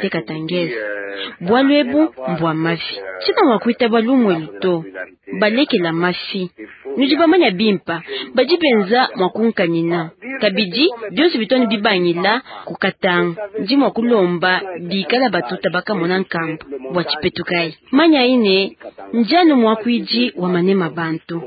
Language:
Luba-Lulua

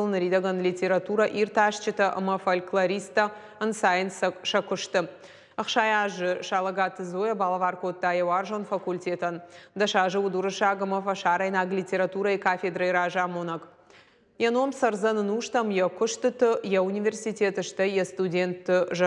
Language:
Ossetic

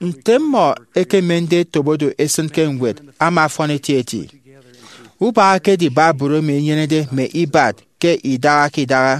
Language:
Efik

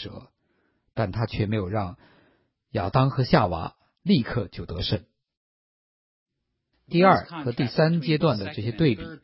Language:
Chinese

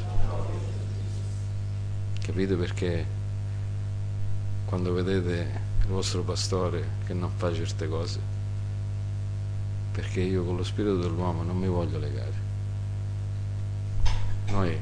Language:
Italian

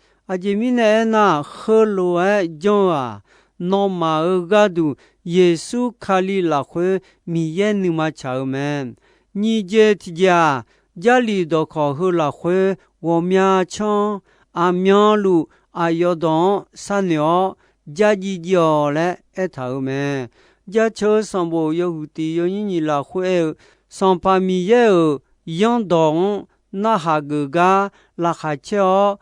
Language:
Akha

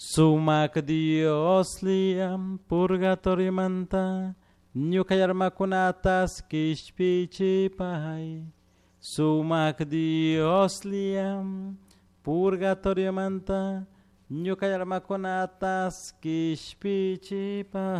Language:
Chimborazo Highland Quichua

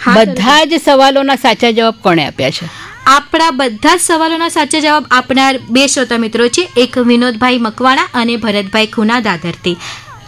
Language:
Gujarati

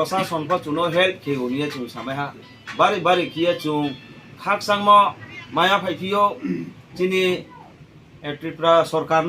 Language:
Riang (India)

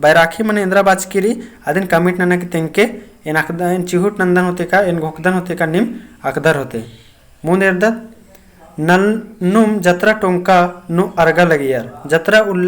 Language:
Kurukh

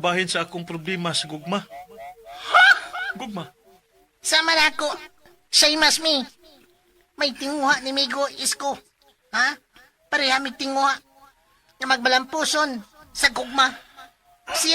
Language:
Cebuano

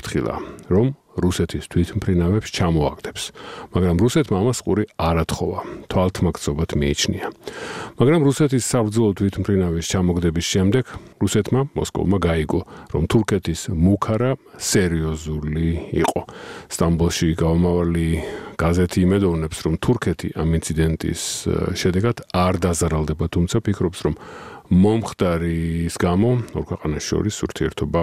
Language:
Georgian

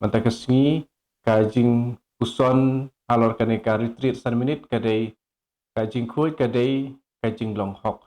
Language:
Khasi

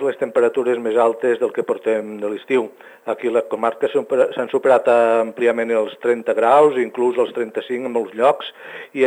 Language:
Catalan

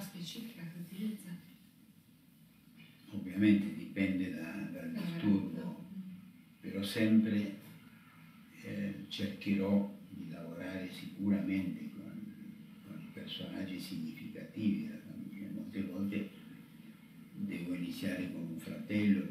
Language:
Italian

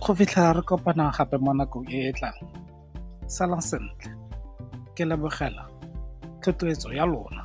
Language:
Tswana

